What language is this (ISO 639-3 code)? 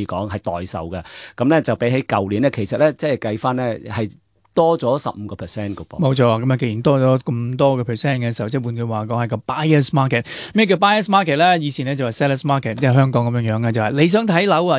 yue